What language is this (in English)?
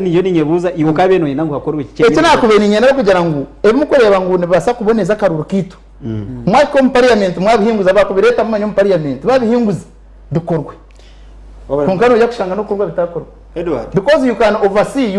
Nyankole